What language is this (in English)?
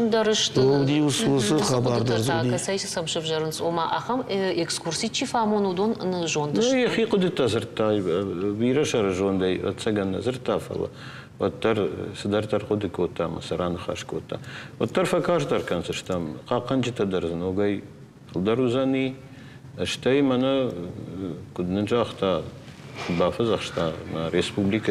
Ossetic